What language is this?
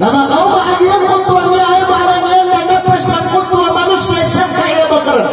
Maranao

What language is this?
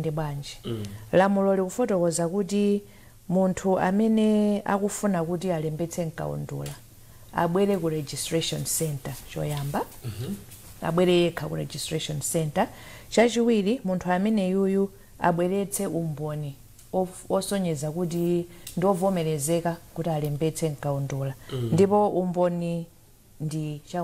Nyanja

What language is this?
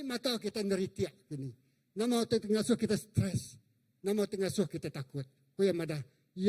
Iban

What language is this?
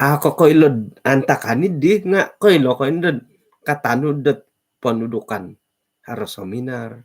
Central Dusun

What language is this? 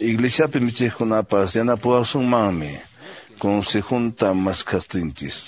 Quechua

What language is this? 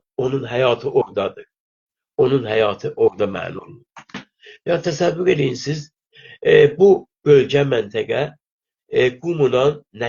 South Azerbaijani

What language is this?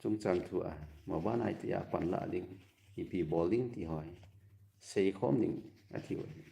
Thado Chin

